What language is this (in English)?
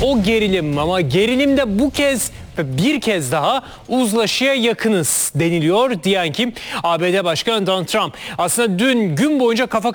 Turkish